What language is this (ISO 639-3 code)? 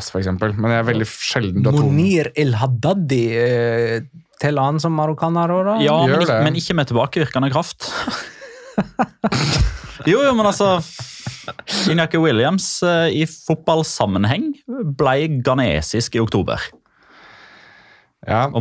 nor